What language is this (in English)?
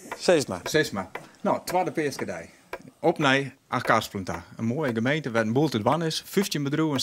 Western Frisian